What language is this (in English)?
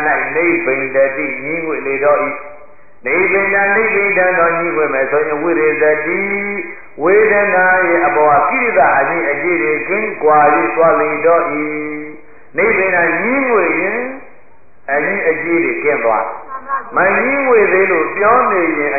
Burmese